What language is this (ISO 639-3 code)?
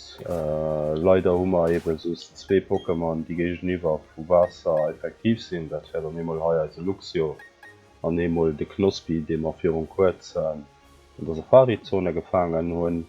ltz